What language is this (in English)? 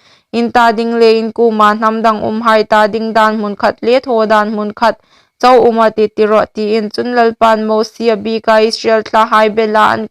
Hmar